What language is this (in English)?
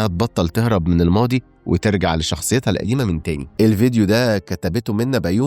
Egyptian Arabic